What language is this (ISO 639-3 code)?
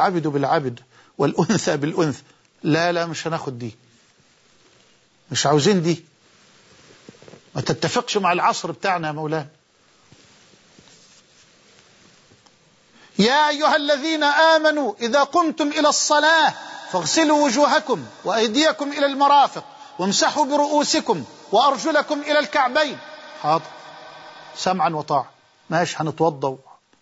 ara